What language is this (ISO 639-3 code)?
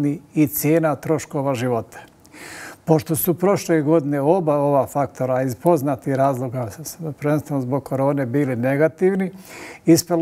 bos